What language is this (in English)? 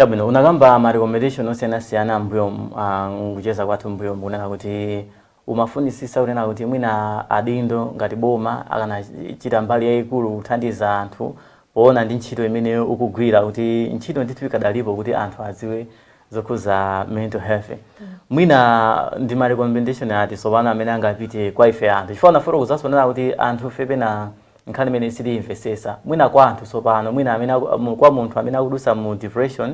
Nyanja